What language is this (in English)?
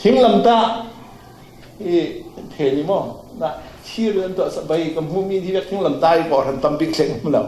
Falam Chin